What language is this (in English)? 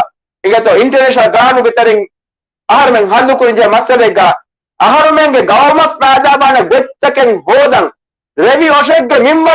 Divehi